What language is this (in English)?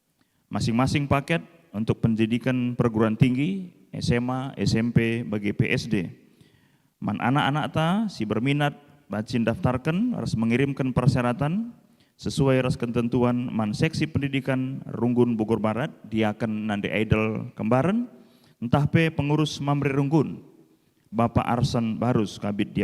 Batak Karo